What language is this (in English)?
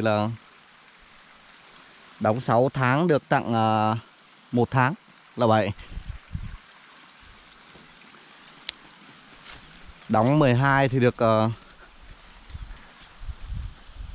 Vietnamese